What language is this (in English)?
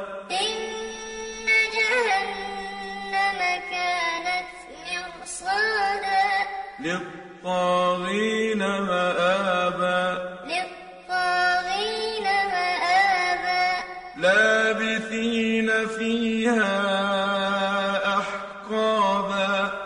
Arabic